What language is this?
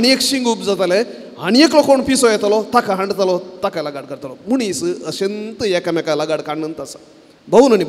Konkani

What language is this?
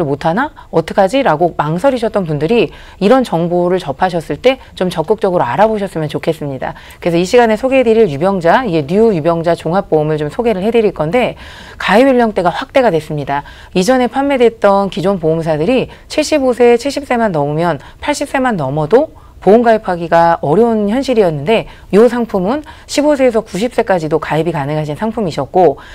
Korean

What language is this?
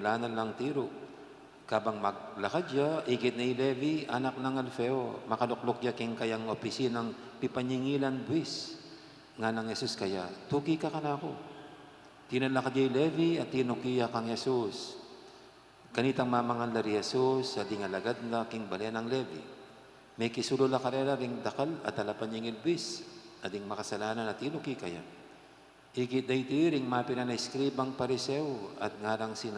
Pampanga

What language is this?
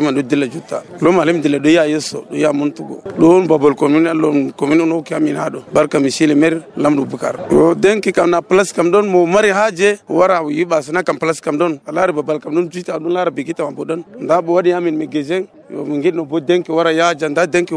Nigerian Fulfulde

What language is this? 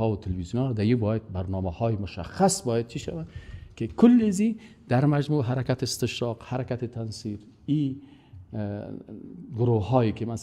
Persian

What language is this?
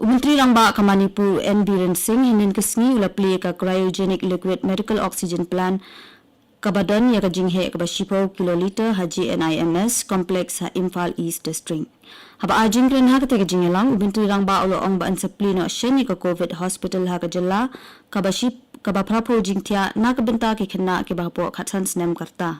Khasi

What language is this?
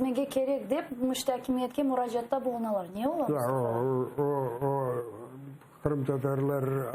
Crimean Tatar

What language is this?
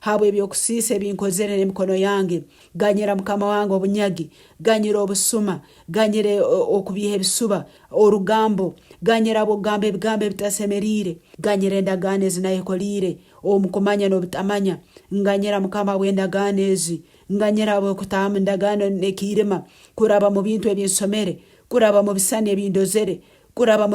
Nyankole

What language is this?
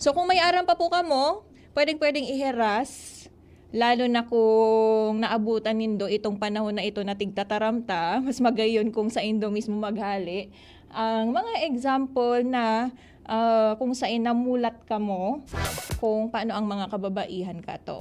Bikol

